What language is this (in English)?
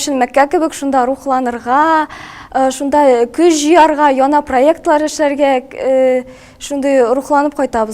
Tatar